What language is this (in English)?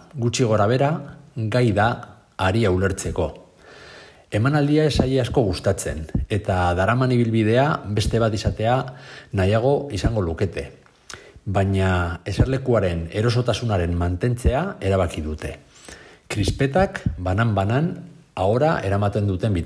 Basque